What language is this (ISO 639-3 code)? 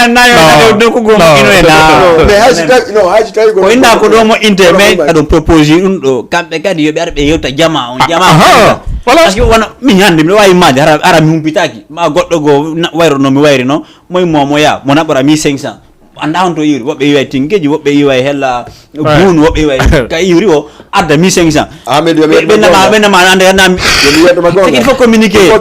ful